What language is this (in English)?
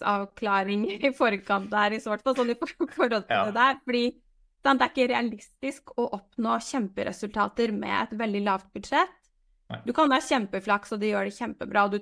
Norwegian